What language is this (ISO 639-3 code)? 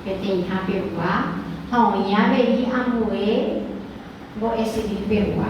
grn